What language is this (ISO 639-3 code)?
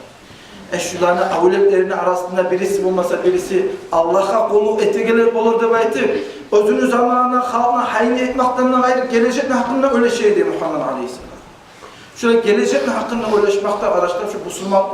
kum